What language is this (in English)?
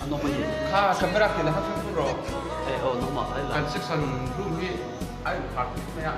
Mizo